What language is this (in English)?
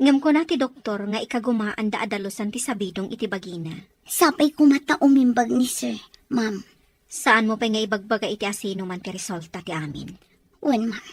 Iloko